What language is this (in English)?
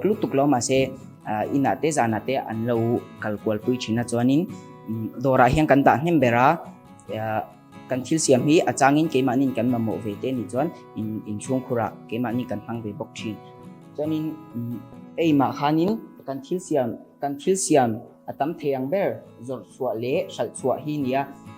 Mizo